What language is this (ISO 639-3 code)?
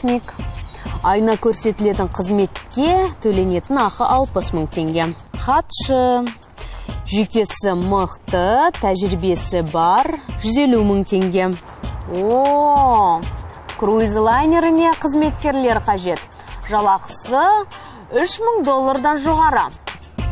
kaz